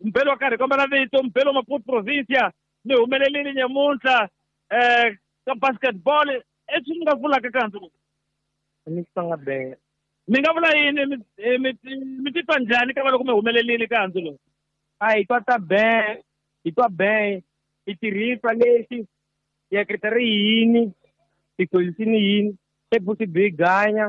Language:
Tsonga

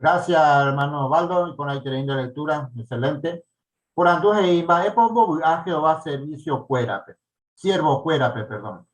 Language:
Guarani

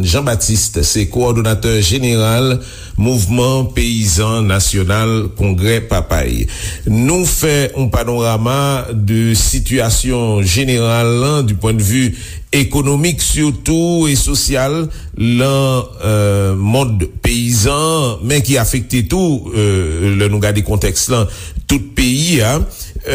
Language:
Haitian Creole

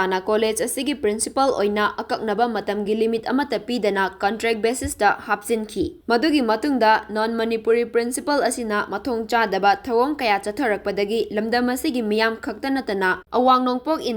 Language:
Manipuri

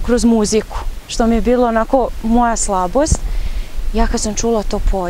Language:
Serbian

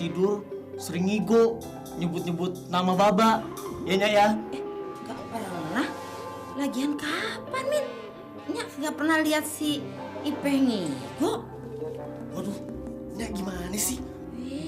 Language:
Betawi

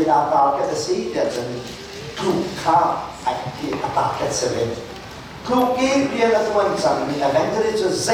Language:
Hakha Chin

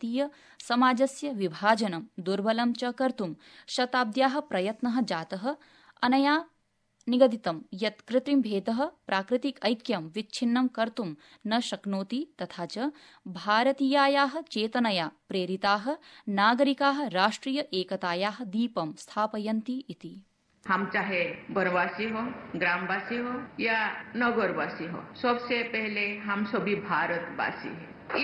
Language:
Sanskrit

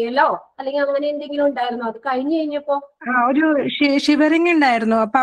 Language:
Malayalam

